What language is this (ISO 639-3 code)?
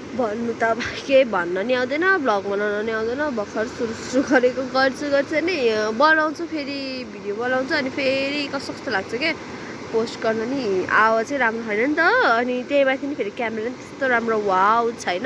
nep